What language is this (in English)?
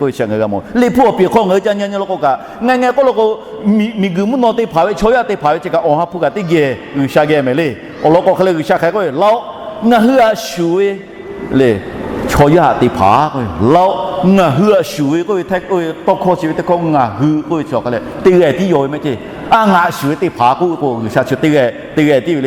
Lahu